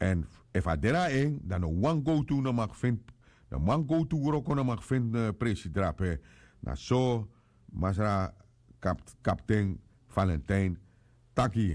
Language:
Sranan Tongo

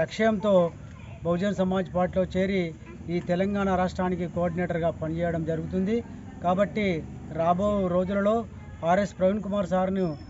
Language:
Telugu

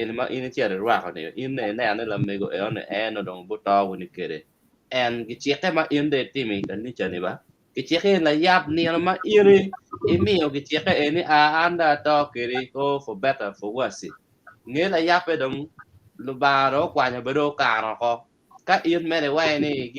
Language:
Acoli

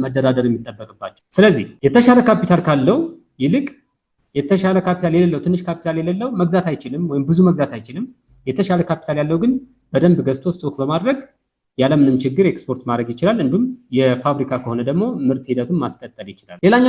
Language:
Amharic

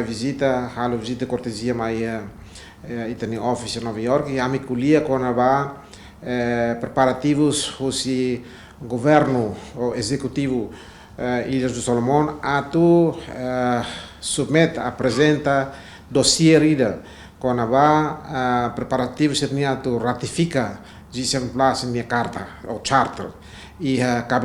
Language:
Tetum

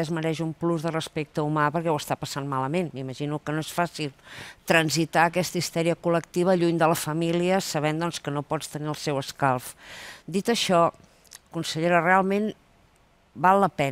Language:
Catalan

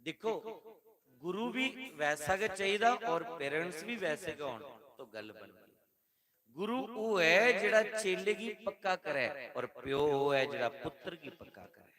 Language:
Dogri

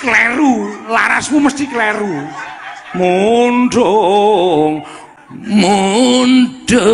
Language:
Javanese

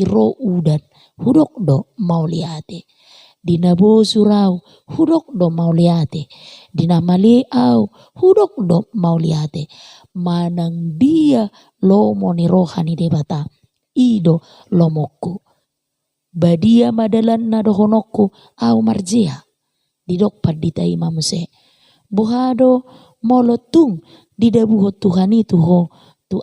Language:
Batak Toba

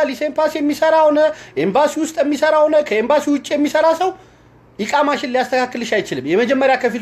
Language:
Amharic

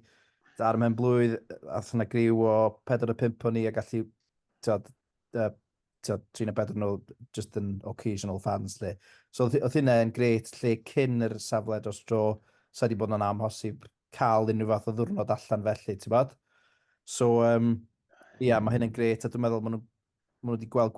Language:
Welsh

